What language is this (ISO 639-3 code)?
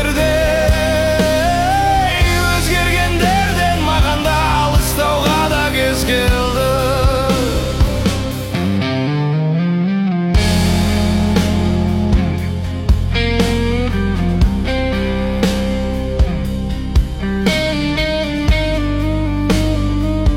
kaz